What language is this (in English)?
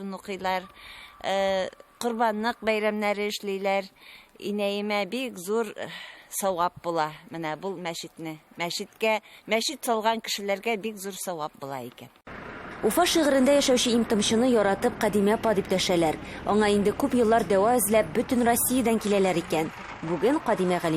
Tatar